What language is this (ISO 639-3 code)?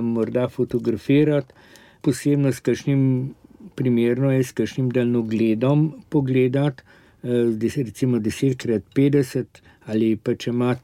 slv